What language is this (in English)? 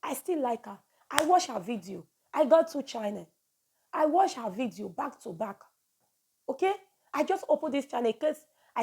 Nigerian Pidgin